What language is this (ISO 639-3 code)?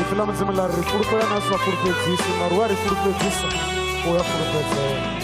ven